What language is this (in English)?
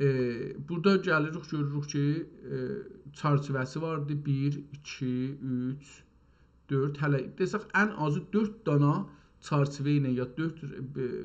South Azerbaijani